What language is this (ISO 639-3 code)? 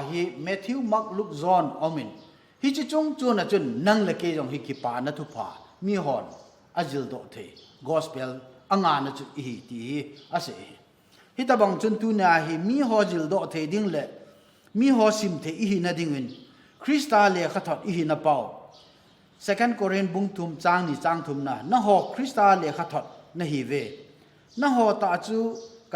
tcz